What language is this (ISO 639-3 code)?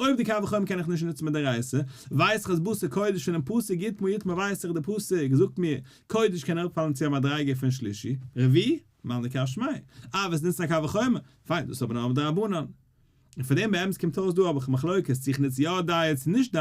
yid